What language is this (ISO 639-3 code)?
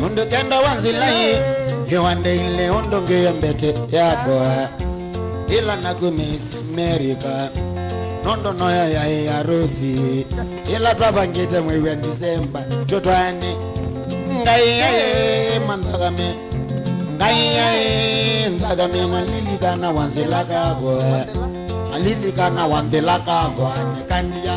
kam